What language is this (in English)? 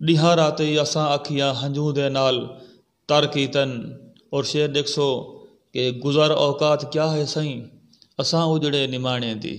Saraiki